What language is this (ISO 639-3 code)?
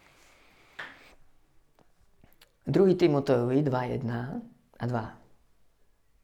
slk